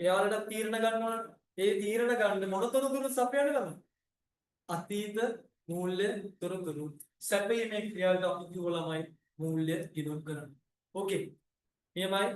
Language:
Sinhala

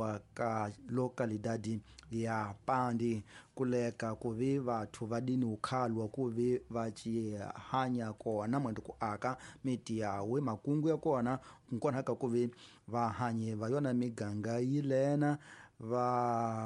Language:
Tsonga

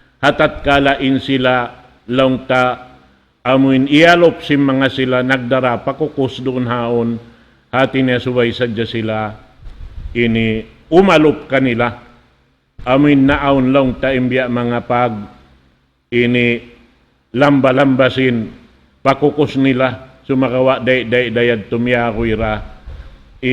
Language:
Tausug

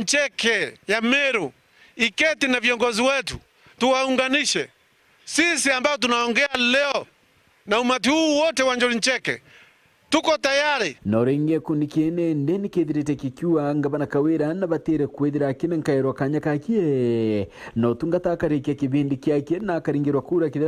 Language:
Meru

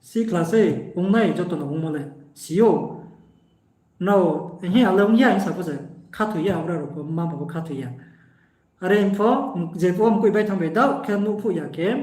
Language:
Riang (India)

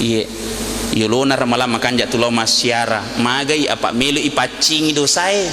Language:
Buginese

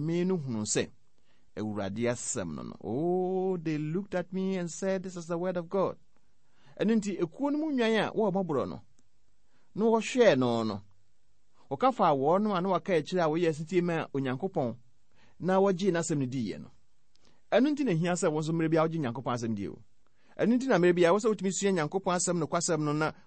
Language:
Akan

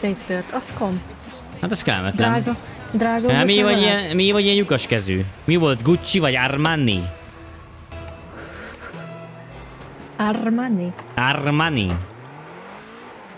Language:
Hungarian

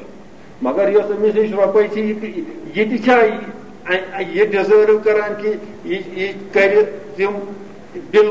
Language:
Kashmiri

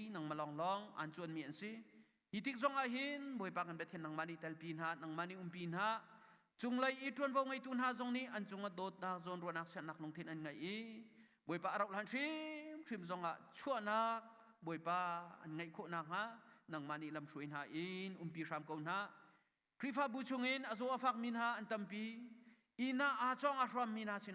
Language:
Hakha Chin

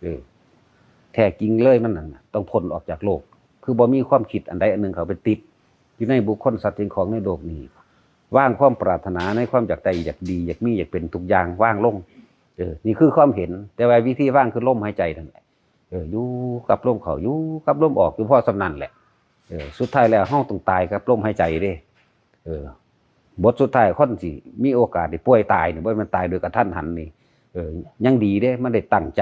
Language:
Lao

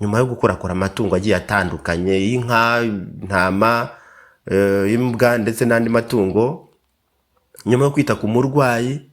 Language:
Kinyarwanda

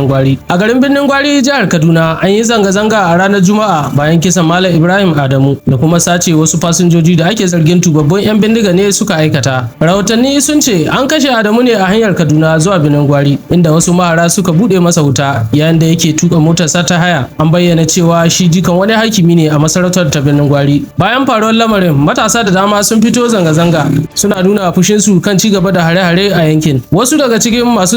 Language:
Hausa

